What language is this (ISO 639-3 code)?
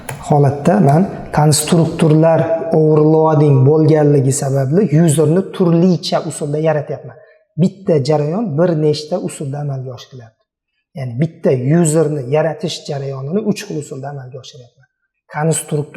uzb